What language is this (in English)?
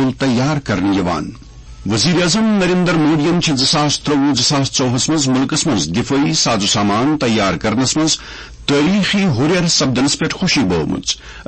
Kashmiri